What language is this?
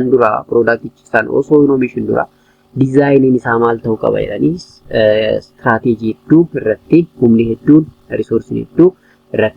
Oromo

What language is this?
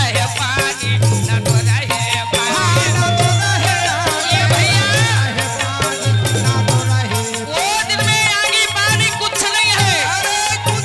Chhattisgarhi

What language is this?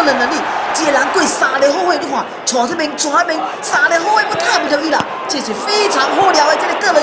Min Nan Chinese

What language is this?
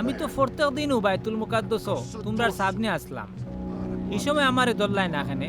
Sylheti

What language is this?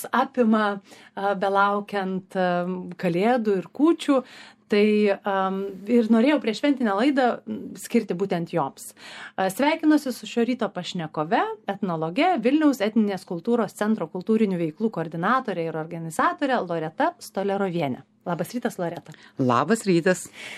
Lithuanian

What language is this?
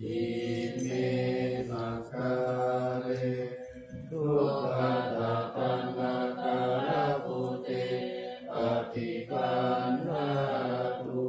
Pali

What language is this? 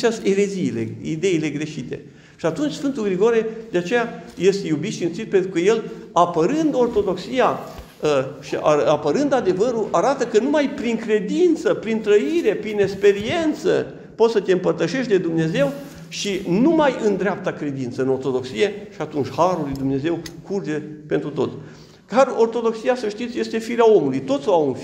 Romanian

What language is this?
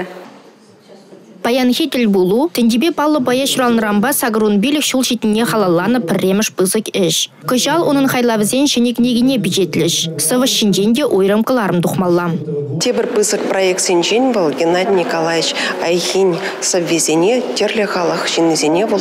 Chuvash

